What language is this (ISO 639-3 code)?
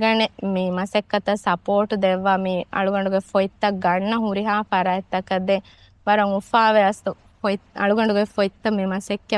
div